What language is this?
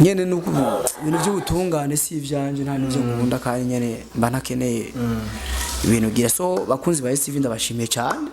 Rundi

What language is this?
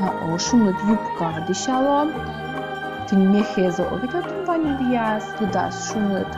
Udmurt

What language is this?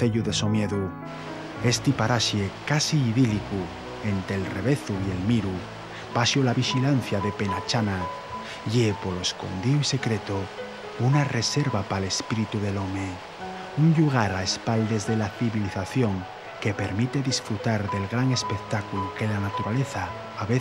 Asturian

